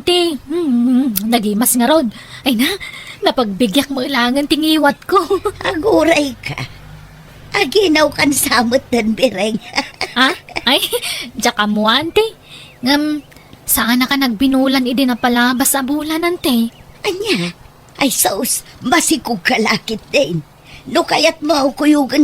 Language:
Iloko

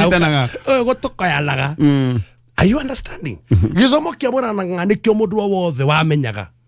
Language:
Kikuyu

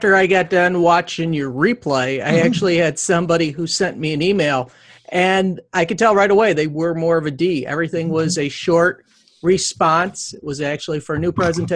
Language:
English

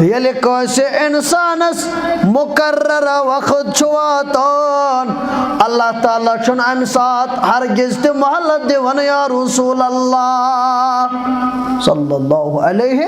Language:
Kashmiri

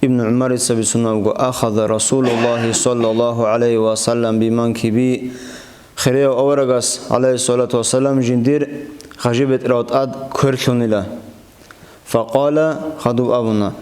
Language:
Avaric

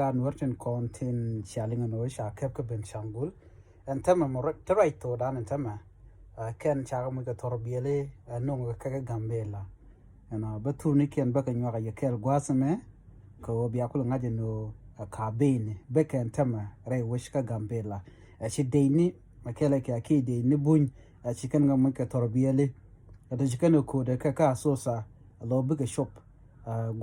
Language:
Nuer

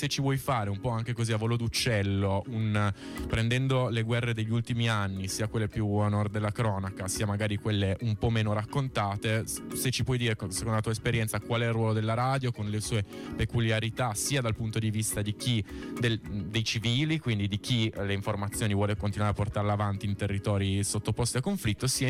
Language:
Italian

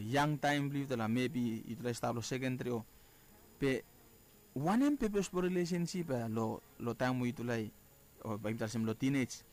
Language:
Bislama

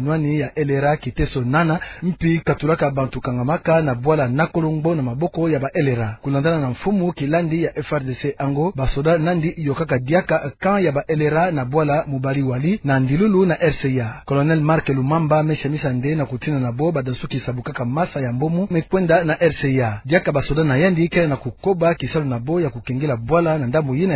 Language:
Kituba (Democratic Republic of Congo)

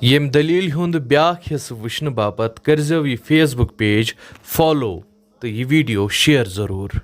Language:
Kashmiri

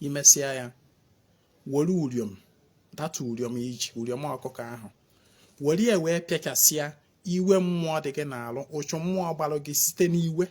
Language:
Igbo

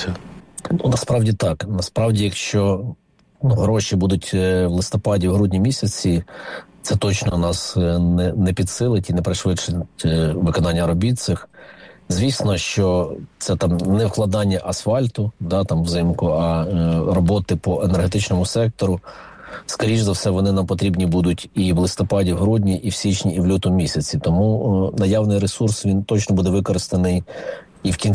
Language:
Ukrainian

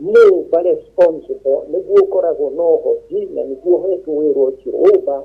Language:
Kikuyu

